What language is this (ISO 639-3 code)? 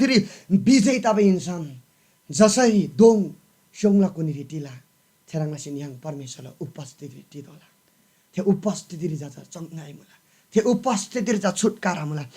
taj